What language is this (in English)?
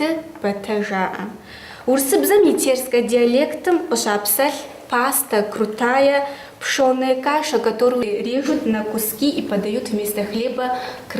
Kabardian